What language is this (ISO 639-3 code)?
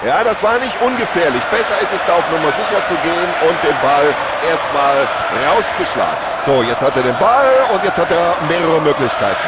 bar